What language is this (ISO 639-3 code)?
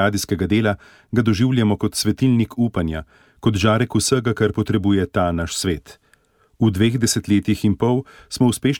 slv